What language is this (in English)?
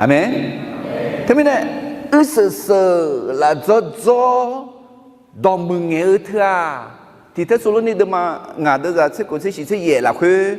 Akha